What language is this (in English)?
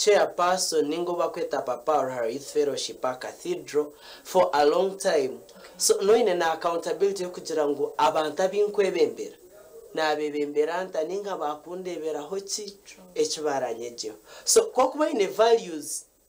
Nyankole